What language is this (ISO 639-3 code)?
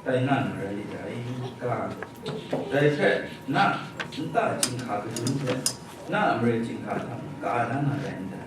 kac